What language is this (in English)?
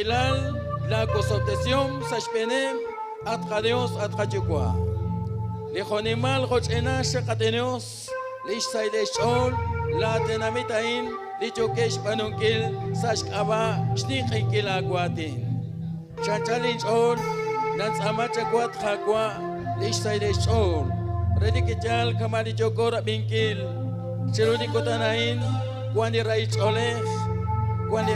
Kekchí